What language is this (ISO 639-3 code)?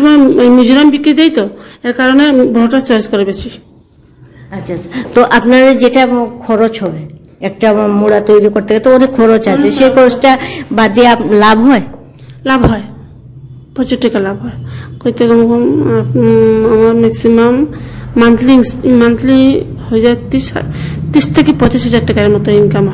ben